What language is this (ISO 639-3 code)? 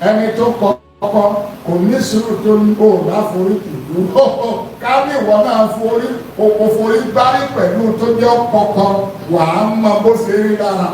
yor